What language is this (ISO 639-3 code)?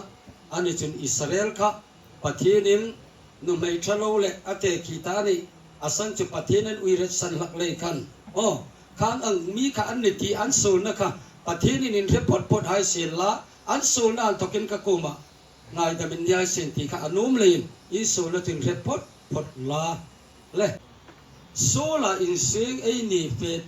hmr